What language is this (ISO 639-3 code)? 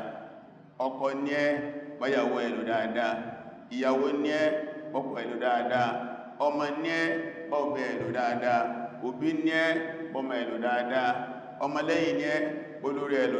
yor